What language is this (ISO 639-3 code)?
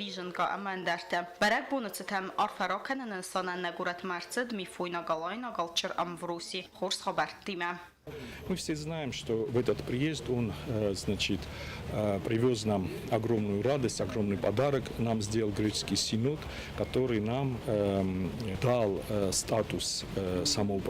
oss